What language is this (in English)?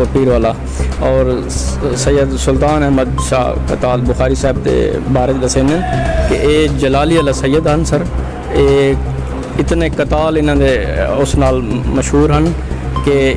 Saraiki